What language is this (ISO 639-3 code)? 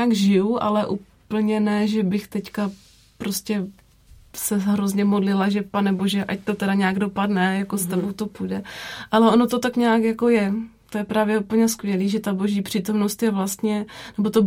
ces